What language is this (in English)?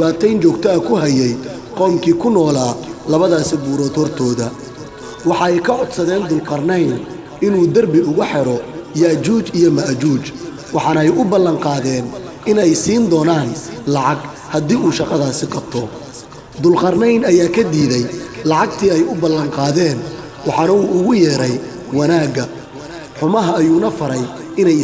Somali